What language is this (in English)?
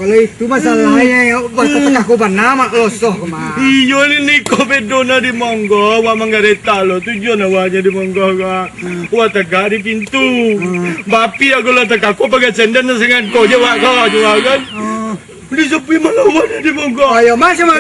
Minangkabau